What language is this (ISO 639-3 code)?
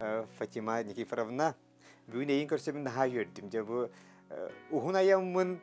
sah